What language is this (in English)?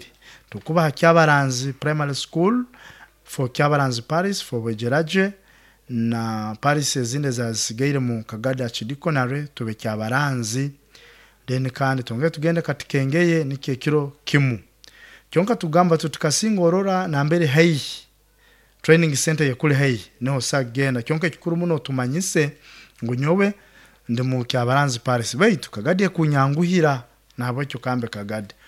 Nyoro